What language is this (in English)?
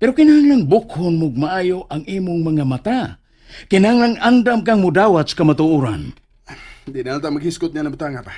Cebuano